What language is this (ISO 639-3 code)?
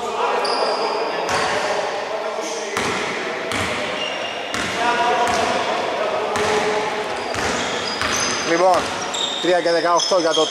ell